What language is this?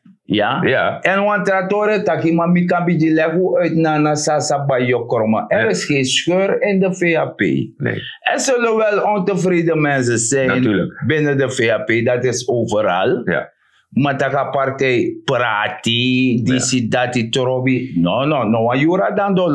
Sranan Tongo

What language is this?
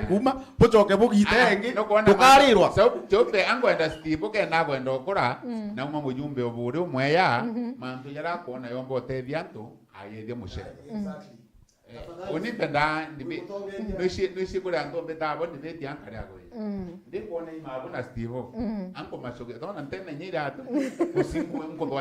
Meru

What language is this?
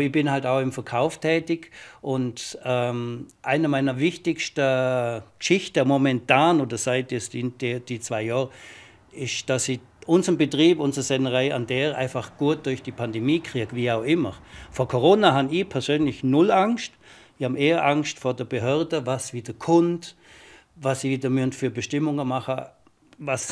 Romansh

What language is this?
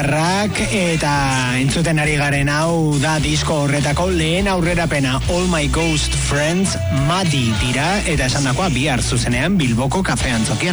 Basque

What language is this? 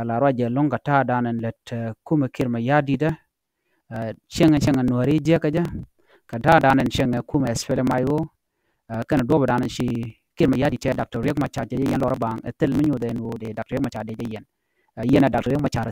Nuer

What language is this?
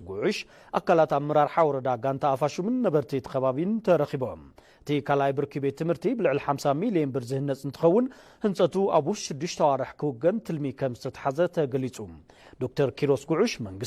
Tigrinya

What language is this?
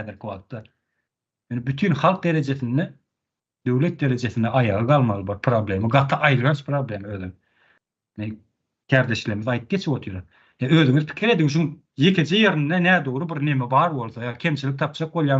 Turkmen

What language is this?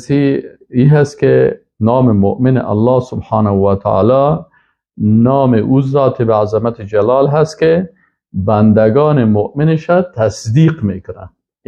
Persian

